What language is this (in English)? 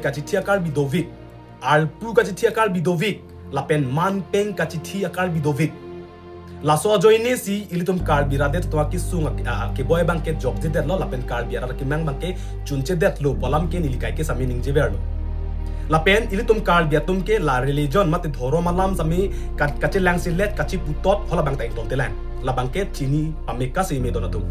Karbi